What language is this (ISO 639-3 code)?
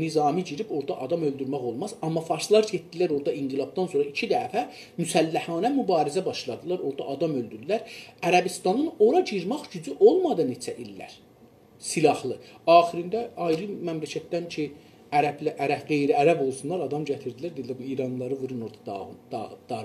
azb